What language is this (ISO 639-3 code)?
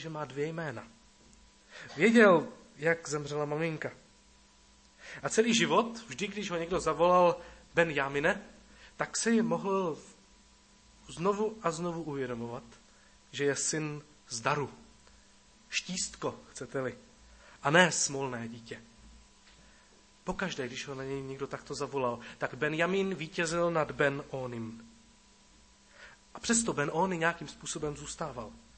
ces